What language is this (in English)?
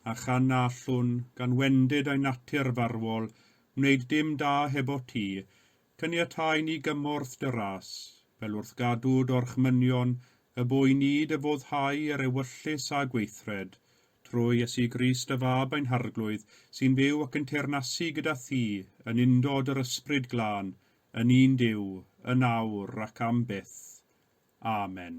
Welsh